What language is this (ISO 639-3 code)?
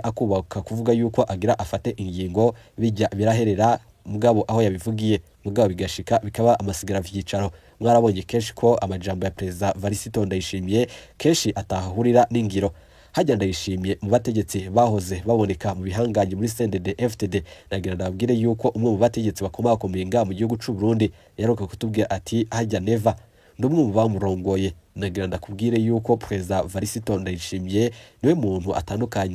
run